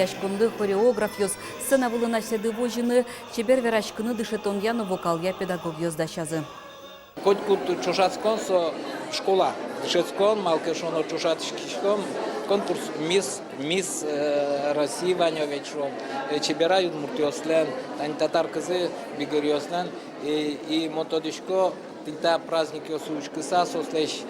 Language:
Udmurt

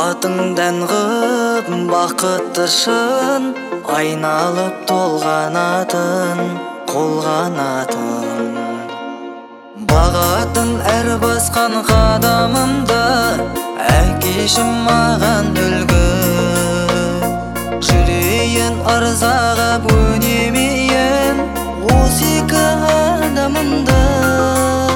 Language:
Kazakh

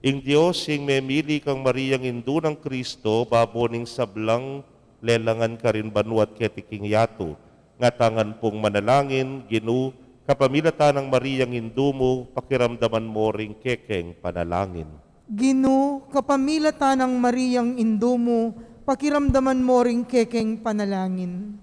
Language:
Pampanga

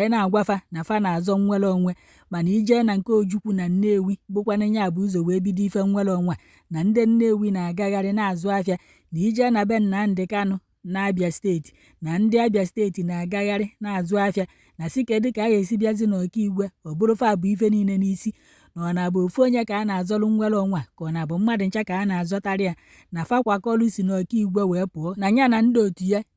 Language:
Igbo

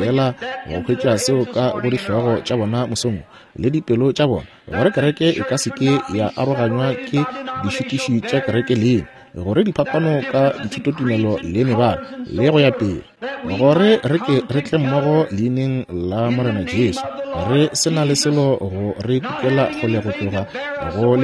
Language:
Northern Sotho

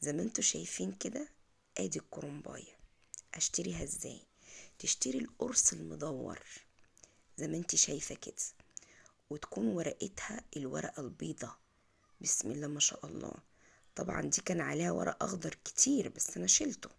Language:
Egyptian Arabic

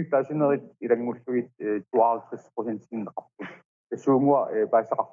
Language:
Kalaallisut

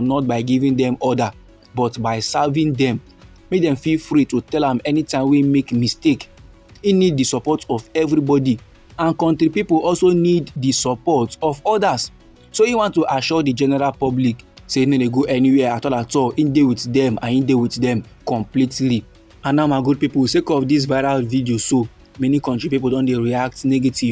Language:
Nigerian Pidgin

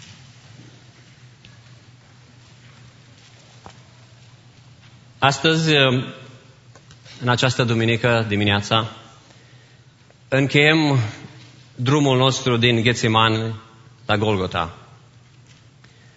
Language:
Romanian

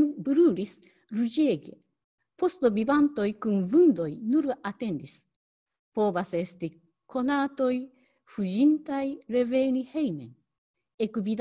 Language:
Esperanto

